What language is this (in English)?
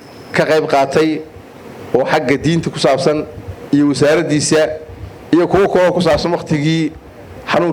Somali